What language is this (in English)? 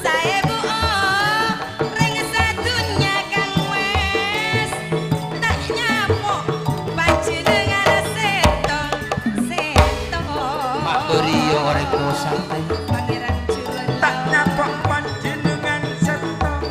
Madurese